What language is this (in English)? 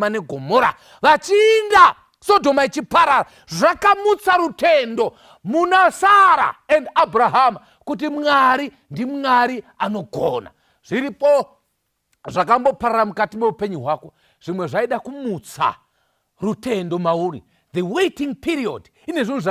Shona